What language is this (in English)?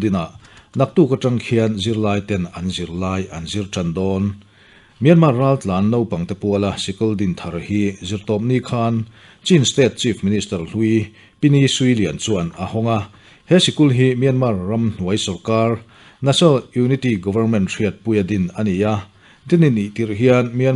Mizo